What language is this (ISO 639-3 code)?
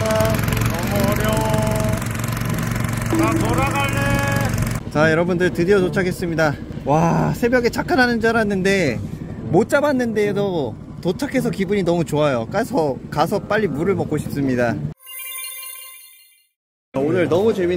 kor